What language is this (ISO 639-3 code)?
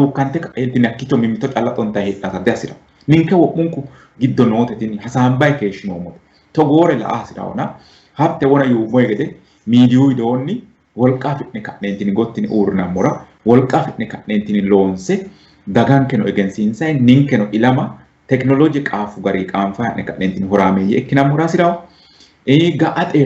sid